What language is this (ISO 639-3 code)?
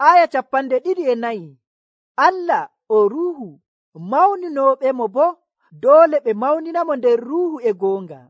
fuv